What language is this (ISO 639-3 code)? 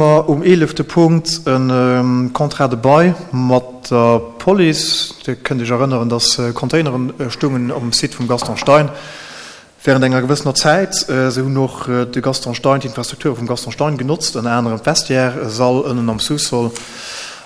ltz